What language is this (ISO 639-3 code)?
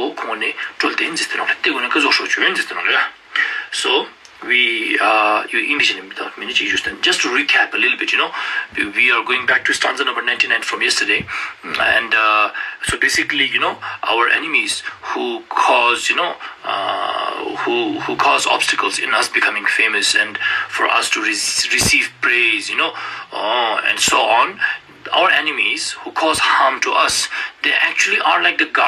lbj